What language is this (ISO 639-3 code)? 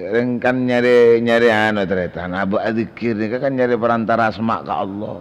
mad